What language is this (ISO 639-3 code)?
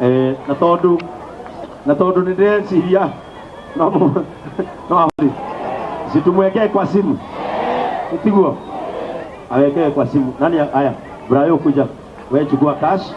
kik